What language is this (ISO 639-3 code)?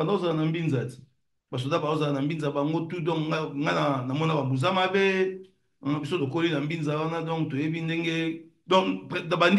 lin